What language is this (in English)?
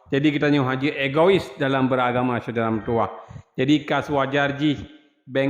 Achinese